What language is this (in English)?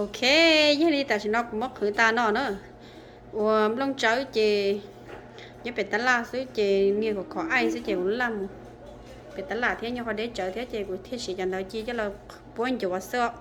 Hmong